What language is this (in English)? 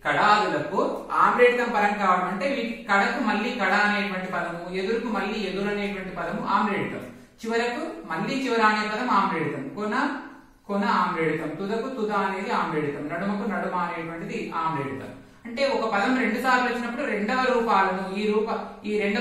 Telugu